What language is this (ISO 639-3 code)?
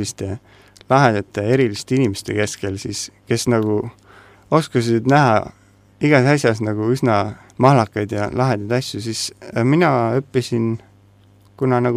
est